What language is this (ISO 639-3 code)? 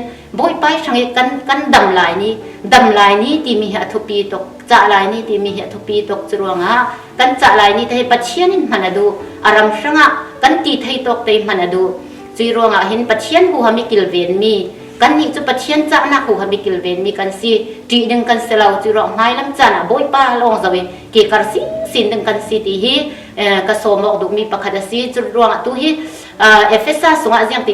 cfm